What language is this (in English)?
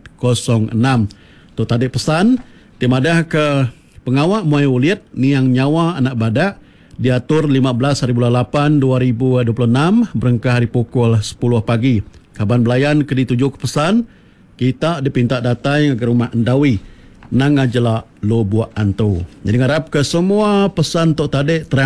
Iban